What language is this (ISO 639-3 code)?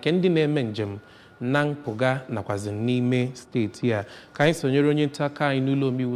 ibo